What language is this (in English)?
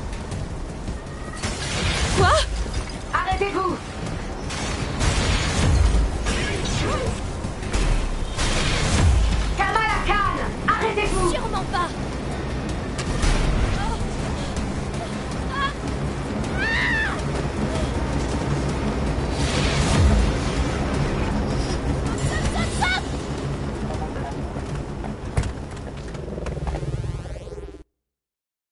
French